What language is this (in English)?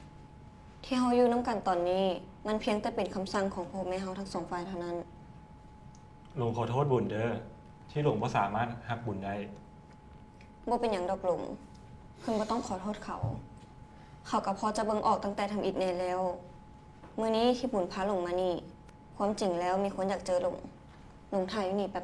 Lao